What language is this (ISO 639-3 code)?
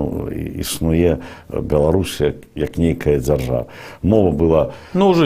bel